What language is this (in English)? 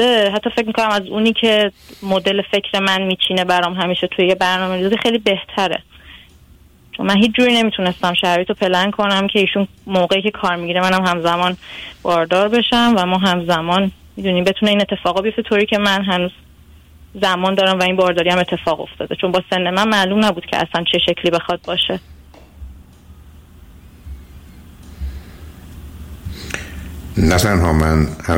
Persian